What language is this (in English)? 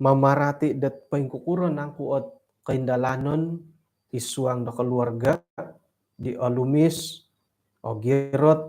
Central Dusun